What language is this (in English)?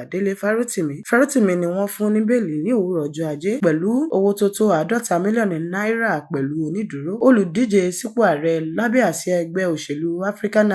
Yoruba